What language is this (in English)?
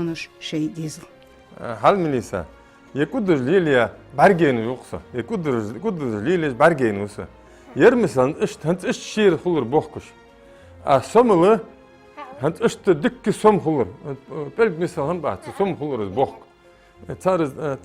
Ingush